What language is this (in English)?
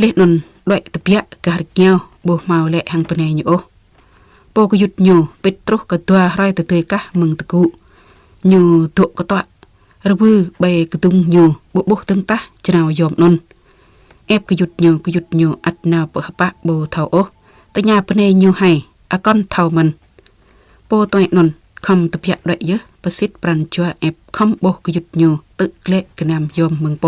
Jarai